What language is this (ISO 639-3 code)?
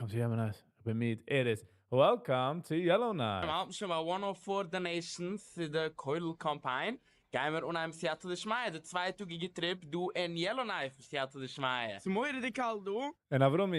yid